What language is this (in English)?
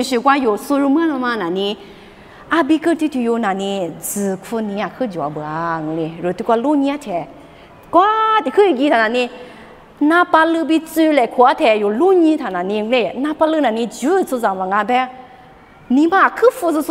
Lisu